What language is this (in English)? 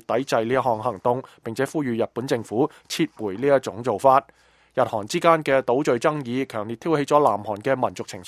Cantonese